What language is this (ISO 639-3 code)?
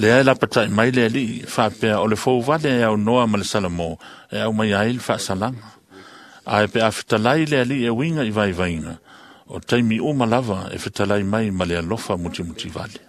smo